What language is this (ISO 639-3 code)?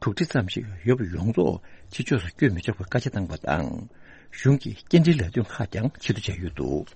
bod